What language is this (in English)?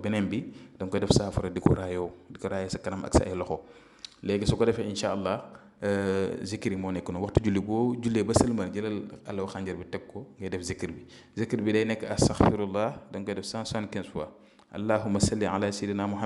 Wolof